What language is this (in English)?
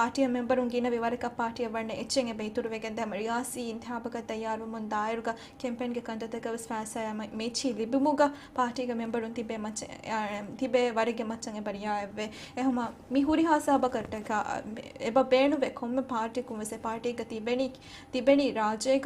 Divehi